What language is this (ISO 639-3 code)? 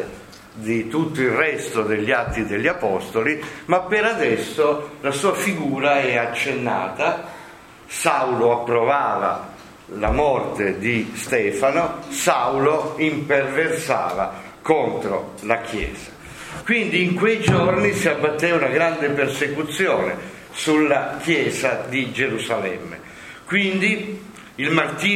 ita